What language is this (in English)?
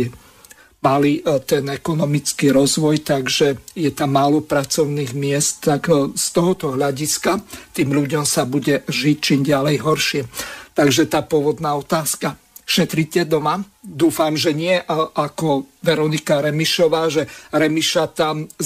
Slovak